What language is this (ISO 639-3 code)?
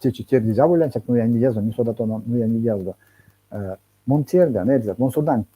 myv